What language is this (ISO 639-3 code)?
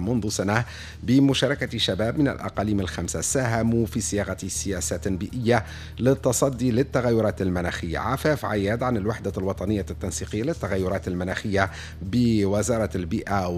aeb